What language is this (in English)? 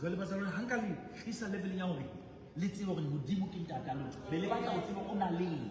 Southern Sotho